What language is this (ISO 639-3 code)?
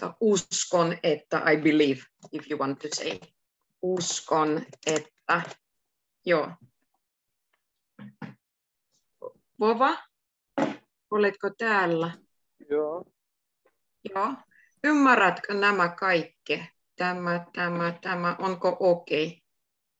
fin